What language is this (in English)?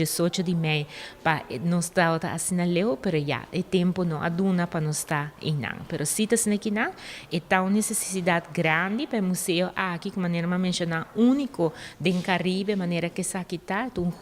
Papiamento